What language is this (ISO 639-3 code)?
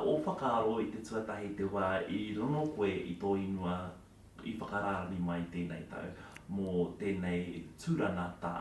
mri